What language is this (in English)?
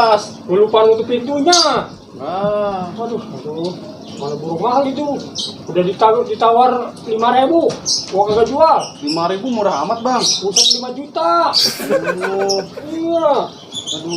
Betawi